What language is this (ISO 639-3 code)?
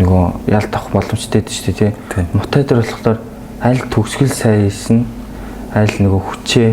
mon